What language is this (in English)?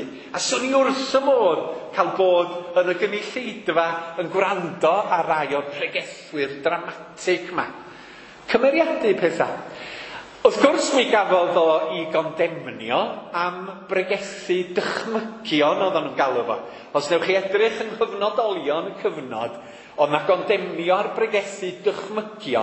Welsh